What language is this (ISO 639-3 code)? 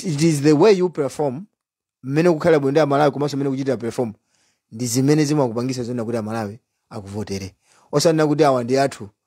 nya